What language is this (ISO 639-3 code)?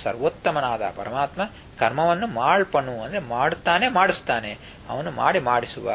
kan